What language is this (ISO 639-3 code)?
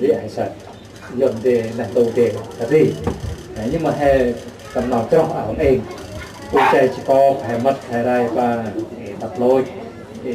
cmo